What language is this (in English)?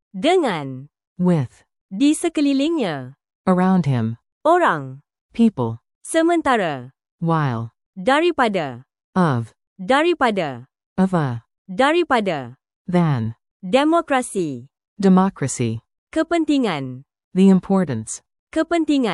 Malay